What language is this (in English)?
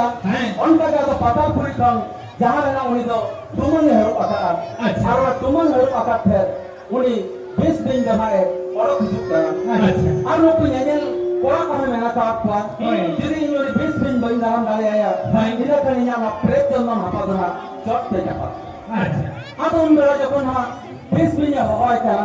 Santali